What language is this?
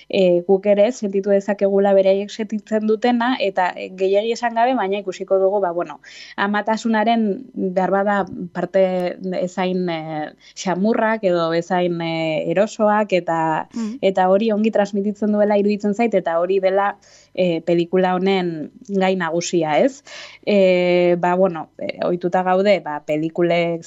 Basque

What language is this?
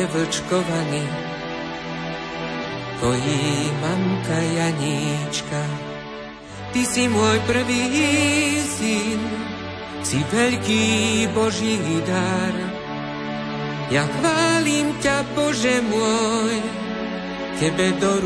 Slovak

